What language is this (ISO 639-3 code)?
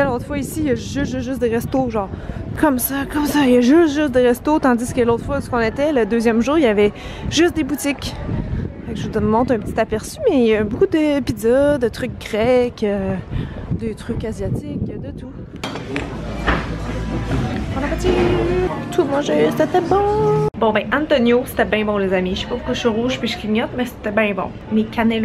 fra